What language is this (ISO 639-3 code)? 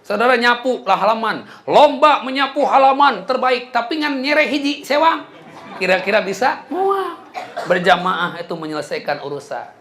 sun